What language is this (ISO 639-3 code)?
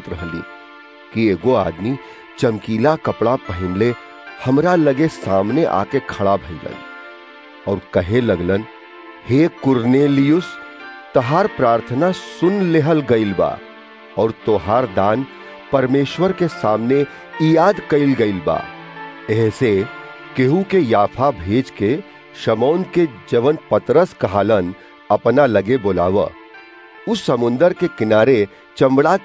bho